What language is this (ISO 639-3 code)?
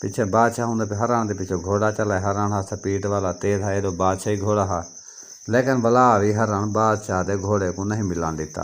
skr